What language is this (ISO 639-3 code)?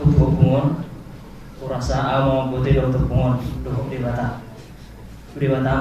bbc